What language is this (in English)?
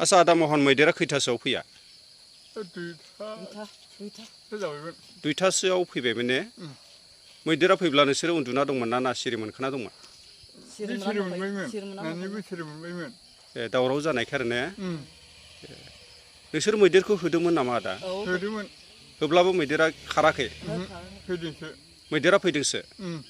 Bodo